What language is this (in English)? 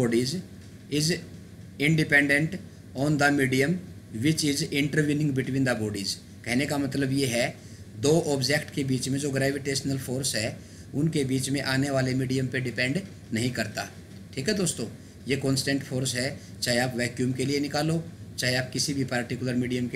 Hindi